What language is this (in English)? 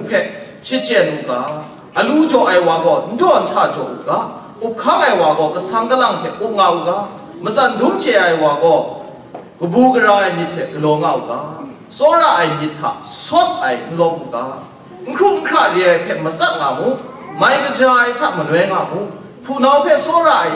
Kachin